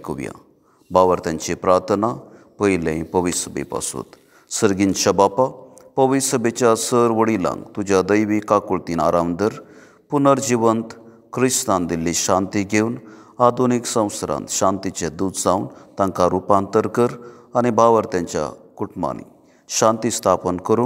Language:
Konkani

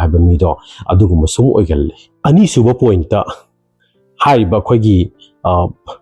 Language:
Manipuri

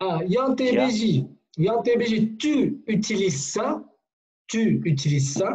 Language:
Kurdish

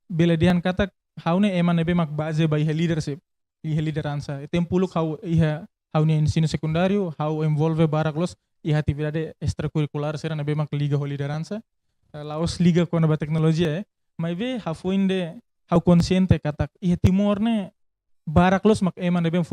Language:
Tetum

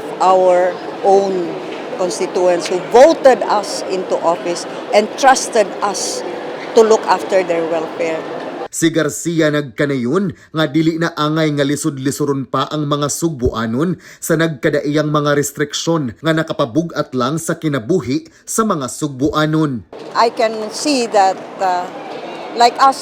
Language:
Cebuano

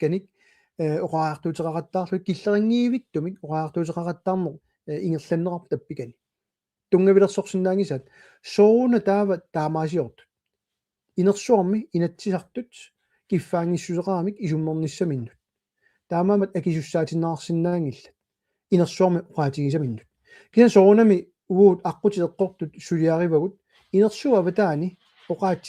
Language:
Kalaallisut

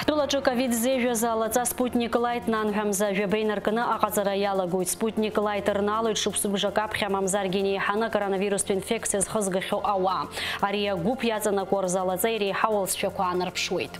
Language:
Abkhazian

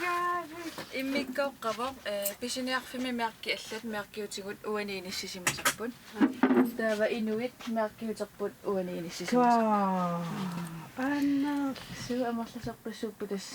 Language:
Kalaallisut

